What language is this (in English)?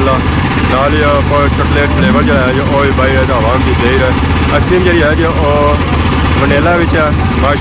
Pahari-Potwari